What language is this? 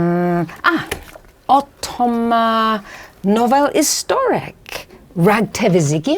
Cornish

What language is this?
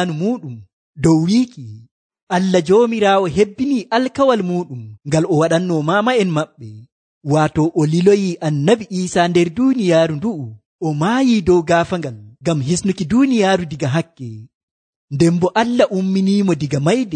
Nigerian Fulfulde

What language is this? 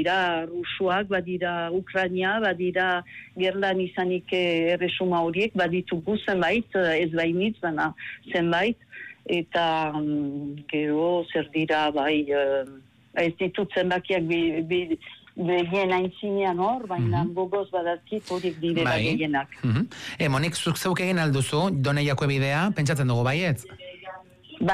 Basque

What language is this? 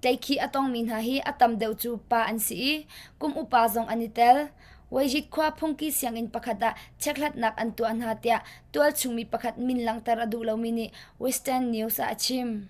Hakha Chin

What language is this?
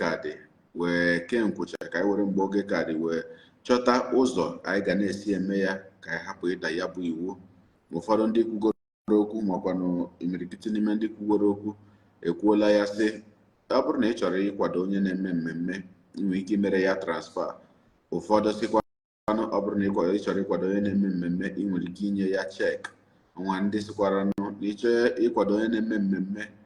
Igbo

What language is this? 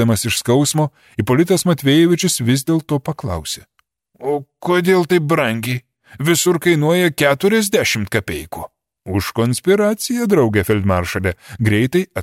Lithuanian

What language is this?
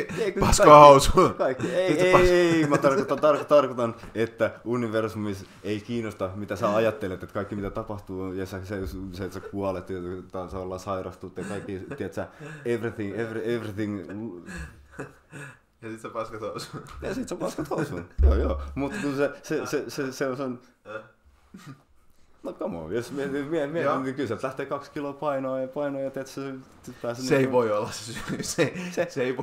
Finnish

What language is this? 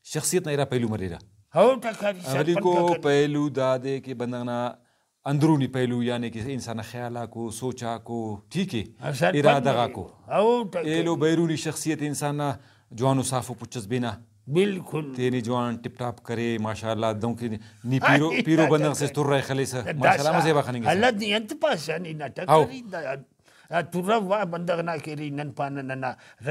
Brahui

